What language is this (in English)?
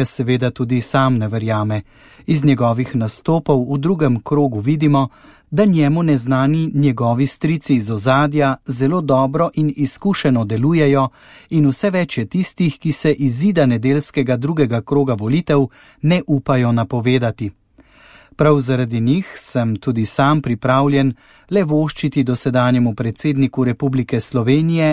Slovenian